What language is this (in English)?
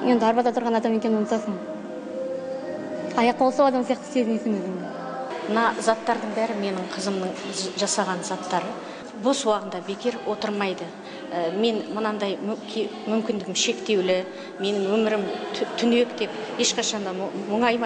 Kazakh